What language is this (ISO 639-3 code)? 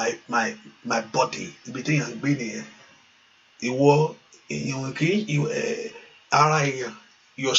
yor